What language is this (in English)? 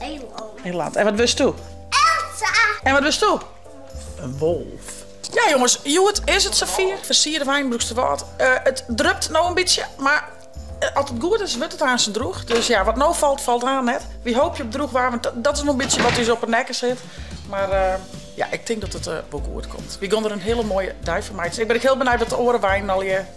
Western Frisian